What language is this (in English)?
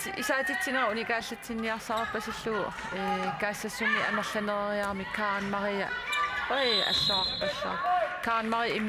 Kalaallisut